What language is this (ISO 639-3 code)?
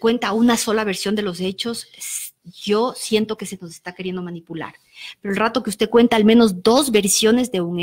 spa